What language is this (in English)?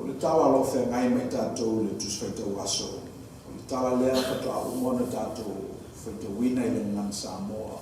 Samoan